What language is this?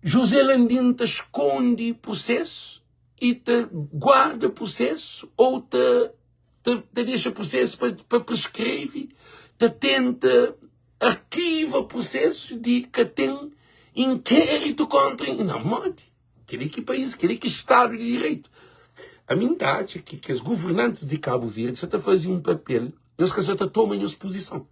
Kabuverdianu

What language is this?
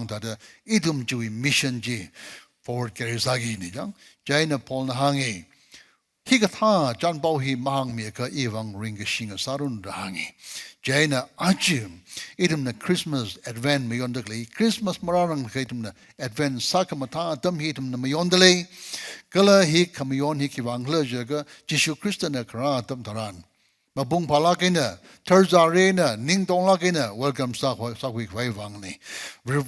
Tangkhul Naga (India)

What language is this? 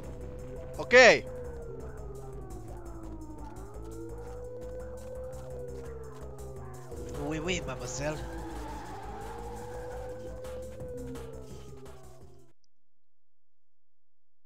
Finnish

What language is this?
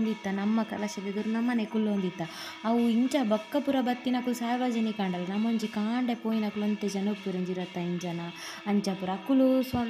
Tulu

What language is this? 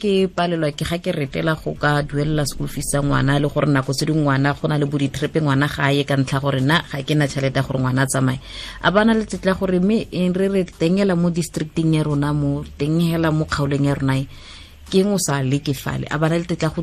Tswana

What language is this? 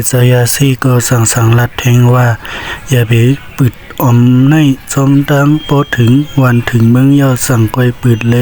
Shan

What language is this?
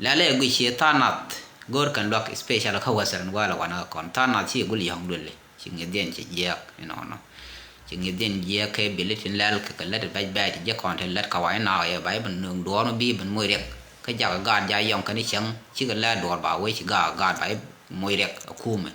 Nuer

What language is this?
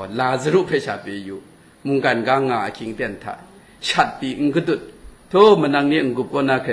Kachin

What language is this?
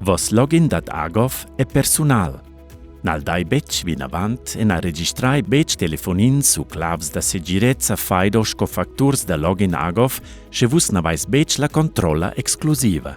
Romansh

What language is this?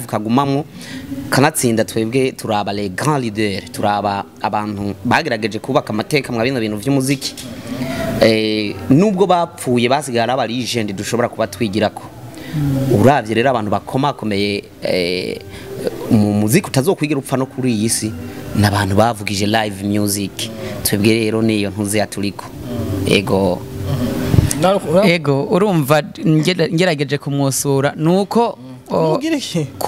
Rundi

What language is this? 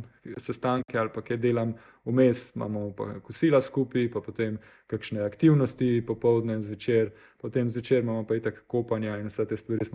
Slovenian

